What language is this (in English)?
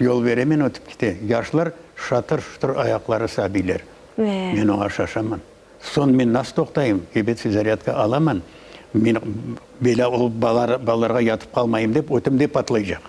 Crimean Tatar